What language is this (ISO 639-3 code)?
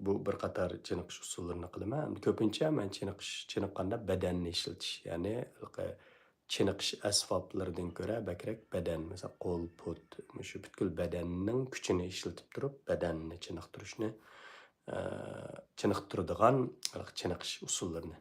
uig